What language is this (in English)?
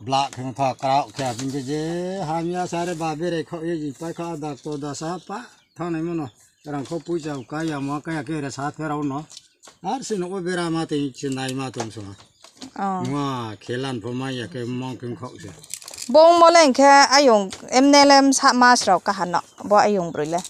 Riang (India)